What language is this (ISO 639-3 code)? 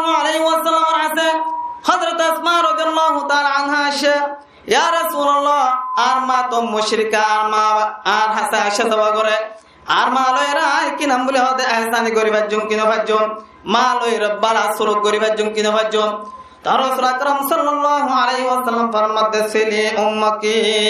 rhg